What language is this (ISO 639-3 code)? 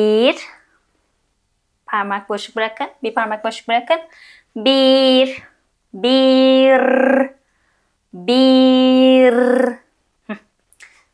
tur